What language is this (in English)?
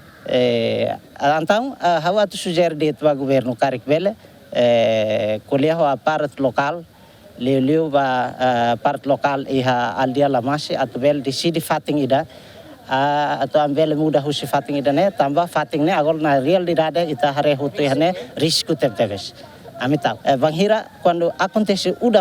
Tetum